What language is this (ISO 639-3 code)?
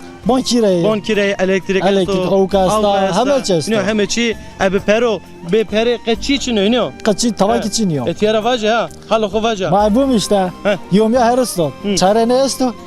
zza